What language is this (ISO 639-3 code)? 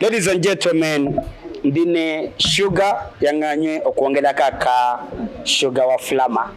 lug